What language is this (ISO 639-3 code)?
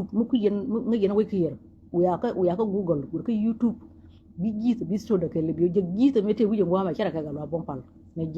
nus